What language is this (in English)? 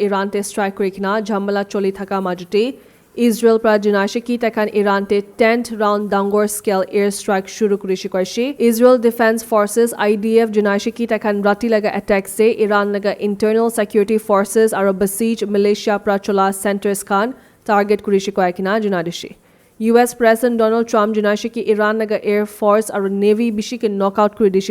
Naga Pidgin